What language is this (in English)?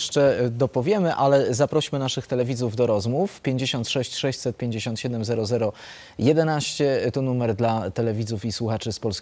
Polish